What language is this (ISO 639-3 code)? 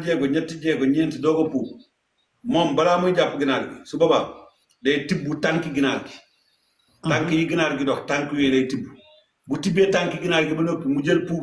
wol